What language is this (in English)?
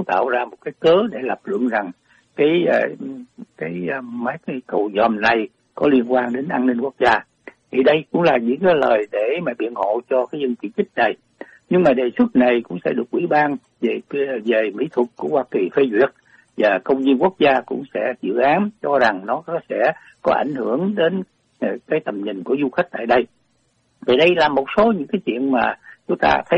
Vietnamese